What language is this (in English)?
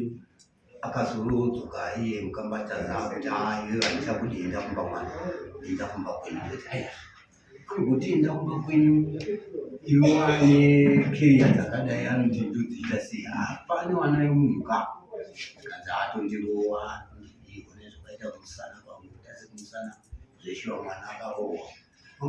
Shona